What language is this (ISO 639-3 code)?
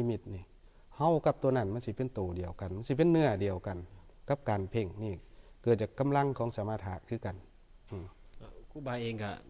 tts